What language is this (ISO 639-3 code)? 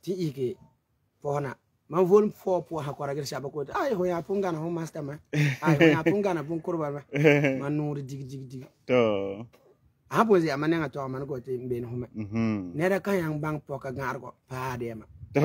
gur